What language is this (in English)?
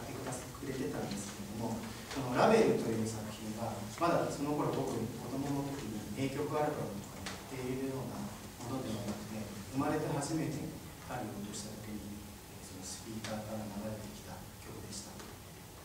Japanese